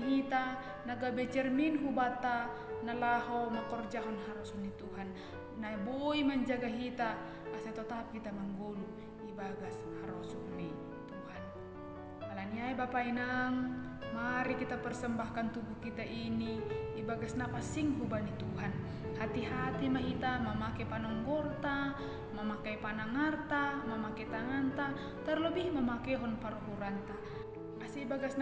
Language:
Batak Simalungun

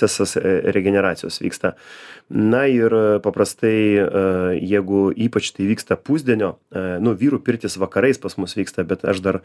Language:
Lithuanian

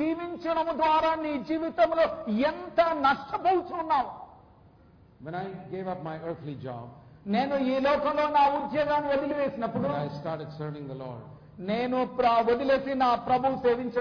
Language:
Telugu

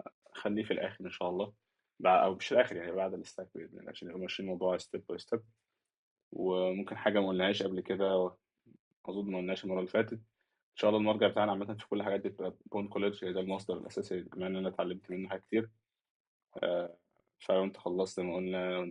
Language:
Egyptian Arabic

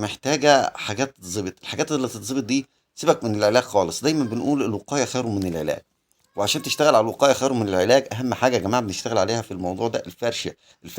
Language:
Egyptian Arabic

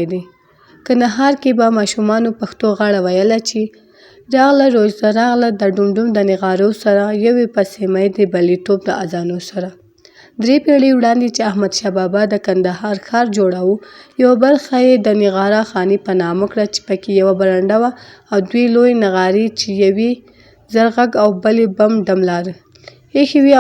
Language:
Pashto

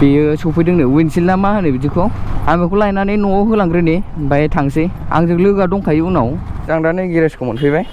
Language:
Bodo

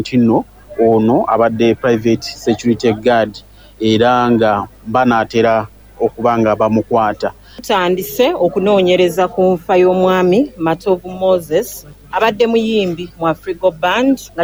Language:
Ganda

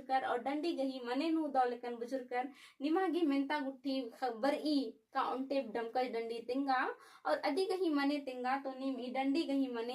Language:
Kurukh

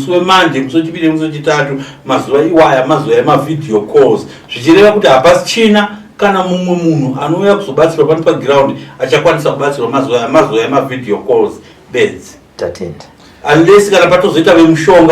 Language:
Shona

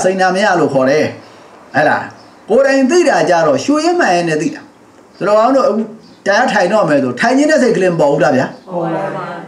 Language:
Burmese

